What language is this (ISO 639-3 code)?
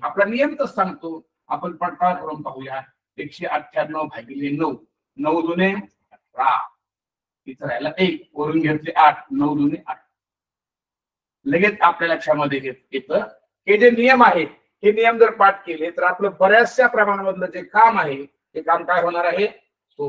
mar